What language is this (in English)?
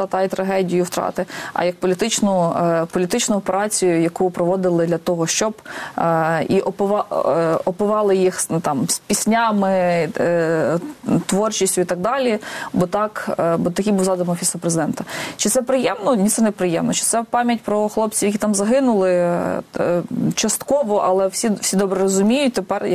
Ukrainian